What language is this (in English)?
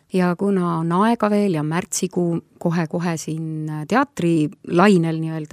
Estonian